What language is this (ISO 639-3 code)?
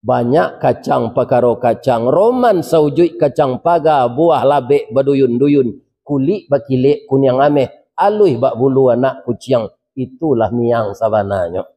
min